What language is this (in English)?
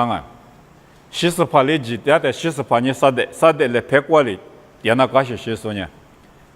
Lisu